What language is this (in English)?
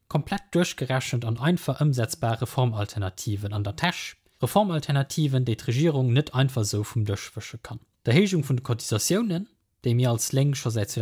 Luxembourgish